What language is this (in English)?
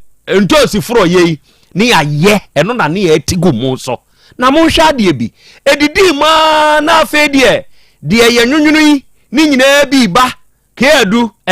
Akan